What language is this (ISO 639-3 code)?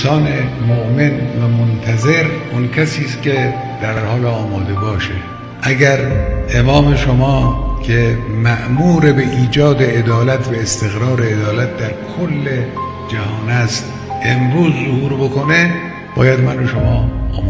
fas